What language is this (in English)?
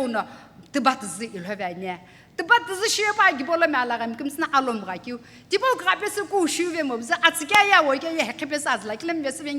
Sumi Naga